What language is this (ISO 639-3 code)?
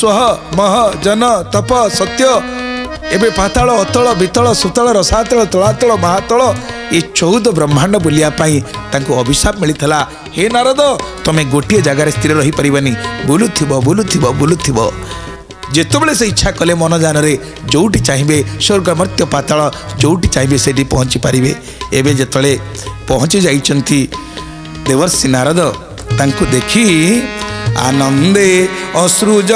ori